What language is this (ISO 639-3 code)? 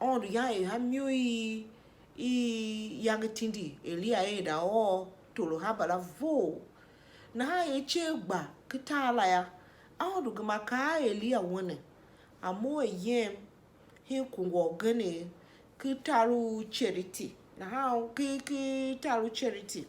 tiv